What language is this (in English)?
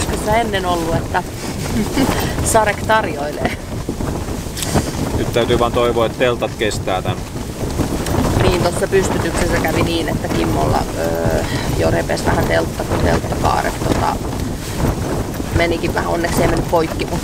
Finnish